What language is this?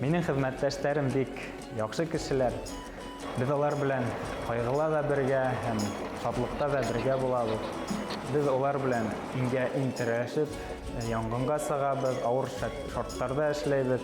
Bashkir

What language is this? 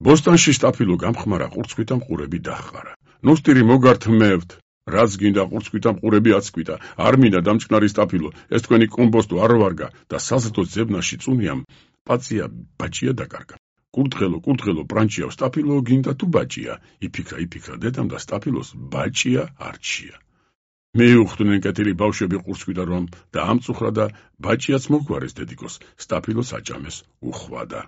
Georgian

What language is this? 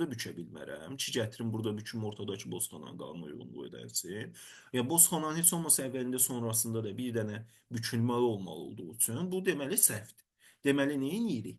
Azerbaijani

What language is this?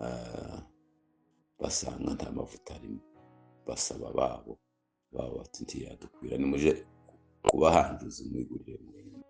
Kinyarwanda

